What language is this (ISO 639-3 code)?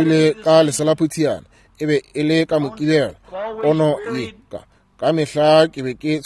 nso